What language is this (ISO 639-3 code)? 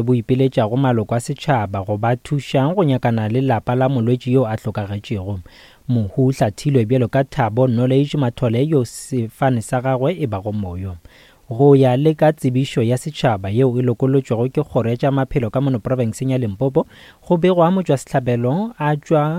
nso